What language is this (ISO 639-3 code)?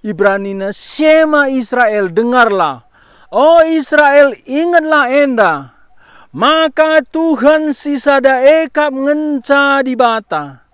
btx